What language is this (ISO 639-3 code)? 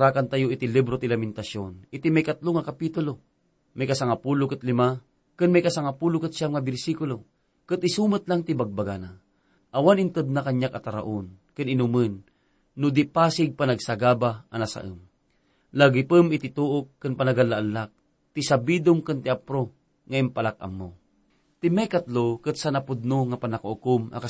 ilo